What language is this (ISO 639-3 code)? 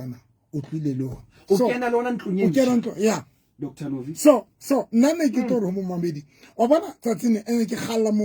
sot